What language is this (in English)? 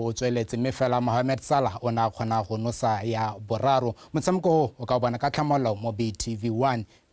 Tswana